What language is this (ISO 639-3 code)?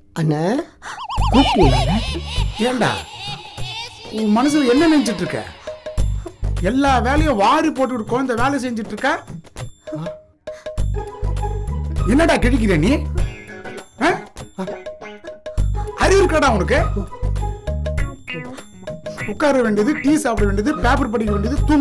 tam